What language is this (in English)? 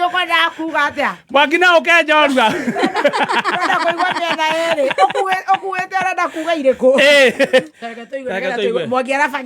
Kikuyu